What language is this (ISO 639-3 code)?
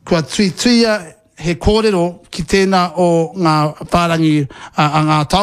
mri